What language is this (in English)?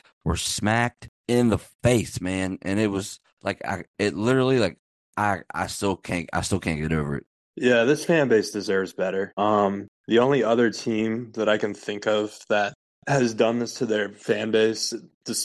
English